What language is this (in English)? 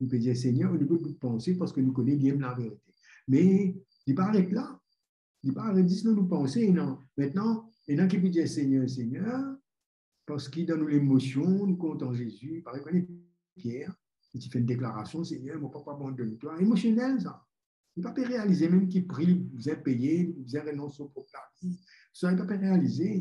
Morisyen